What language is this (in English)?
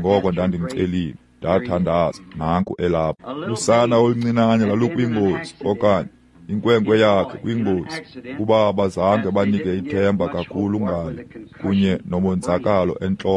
Xhosa